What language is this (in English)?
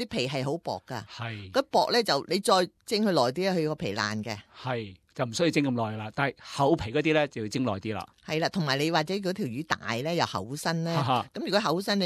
Cantonese